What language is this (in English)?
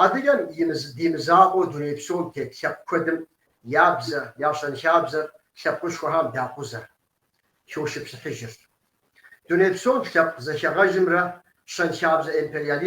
Kabardian